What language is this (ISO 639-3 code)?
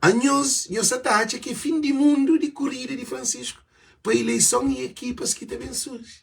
kea